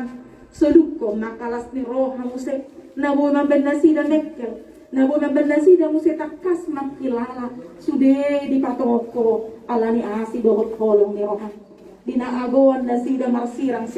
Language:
Batak Toba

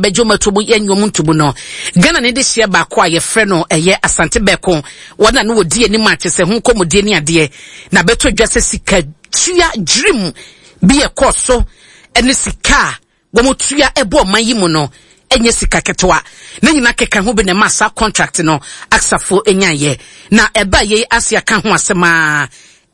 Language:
Akan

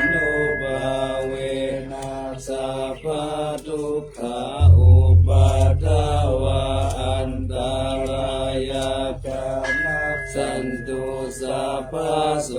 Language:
Pali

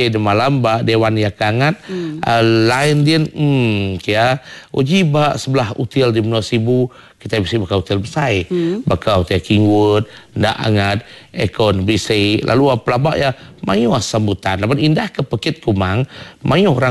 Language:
Iban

